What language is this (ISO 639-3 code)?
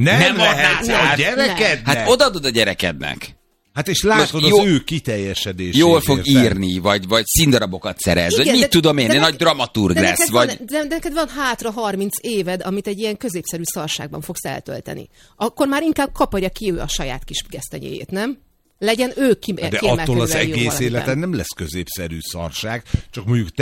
hun